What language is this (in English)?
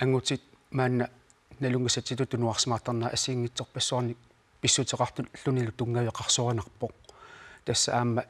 Kalaallisut